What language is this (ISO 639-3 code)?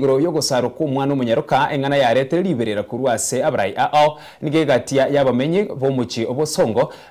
guz